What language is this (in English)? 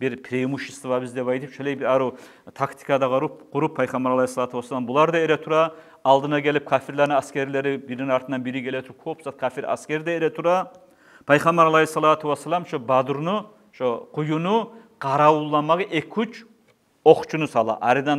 Kumyk